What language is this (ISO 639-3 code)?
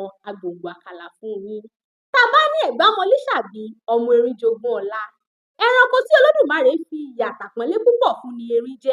yor